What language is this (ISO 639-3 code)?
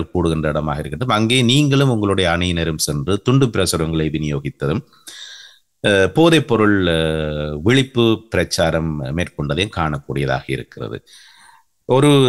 tam